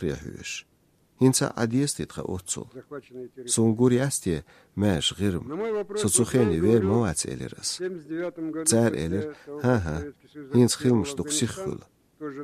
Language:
Chechen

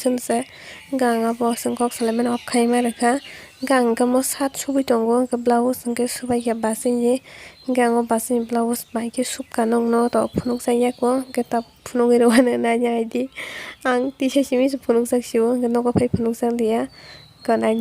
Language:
Kok Borok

